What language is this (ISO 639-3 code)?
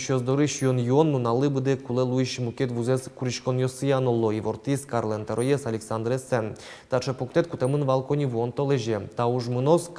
udm